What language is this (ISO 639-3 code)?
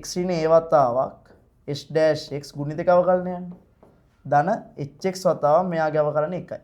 sin